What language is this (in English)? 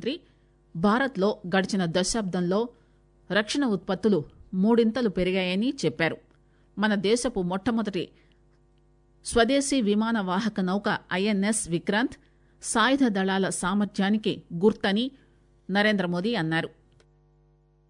Telugu